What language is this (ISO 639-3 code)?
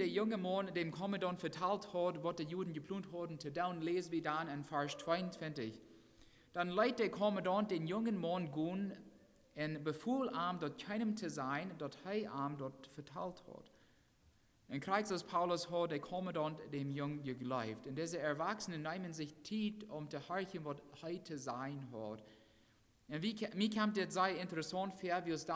pdt